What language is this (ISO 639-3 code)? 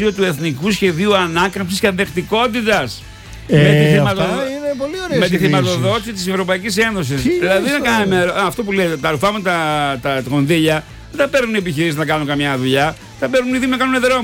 ell